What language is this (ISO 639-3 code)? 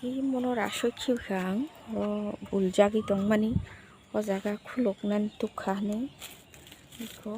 trp